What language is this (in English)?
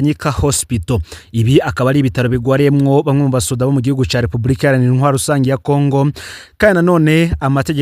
Rundi